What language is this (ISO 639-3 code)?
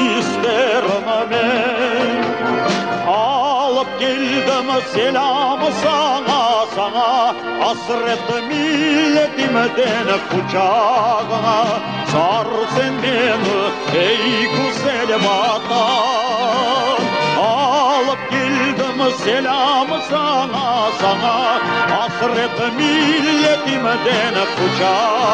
crh